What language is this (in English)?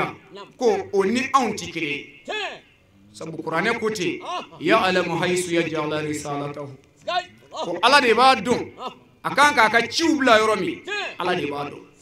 Bambara